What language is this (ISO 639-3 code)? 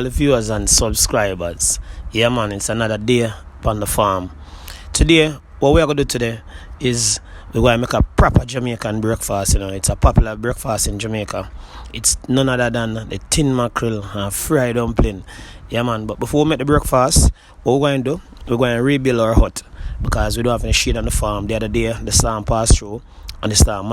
jam